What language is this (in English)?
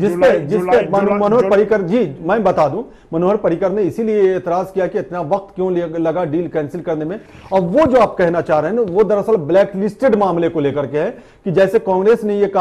Hindi